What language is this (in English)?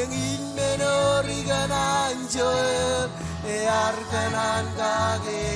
Marshallese